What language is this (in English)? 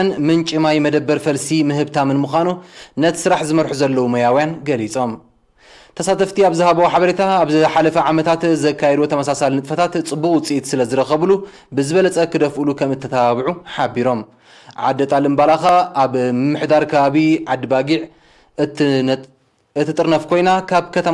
Tigrinya